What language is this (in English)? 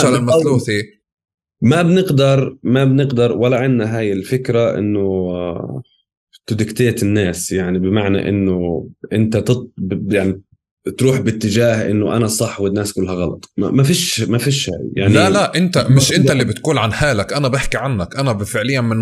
North Levantine Arabic